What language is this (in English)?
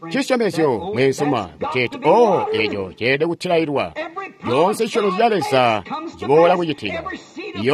Tonga (Zambia)